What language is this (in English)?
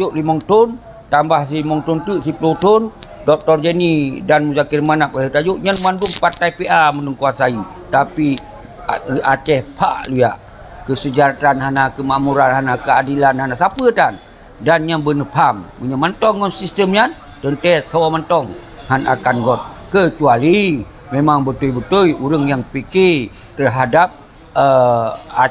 Achinese